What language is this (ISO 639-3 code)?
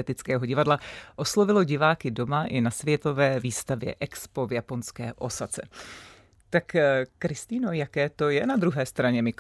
ces